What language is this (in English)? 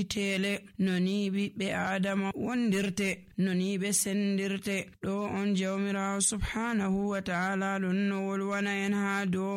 Nigerian Fulfulde